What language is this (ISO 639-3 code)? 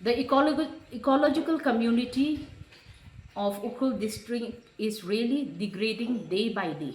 nmf